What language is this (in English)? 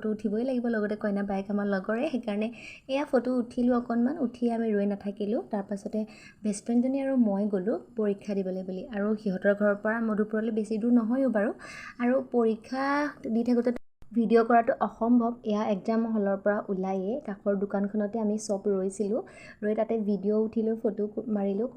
Assamese